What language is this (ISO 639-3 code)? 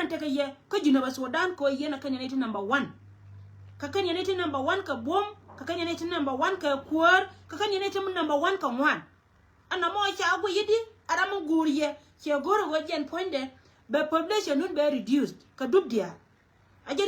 nus